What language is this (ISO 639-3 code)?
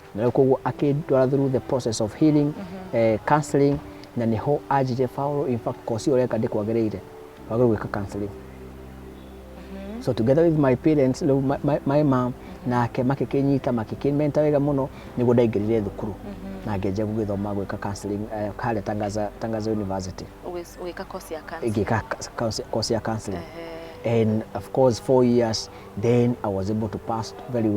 kik